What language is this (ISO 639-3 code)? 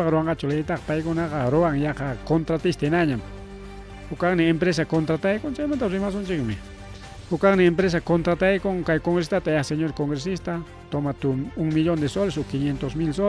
quy